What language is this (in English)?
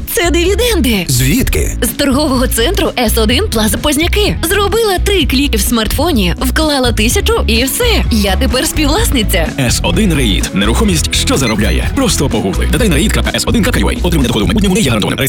Ukrainian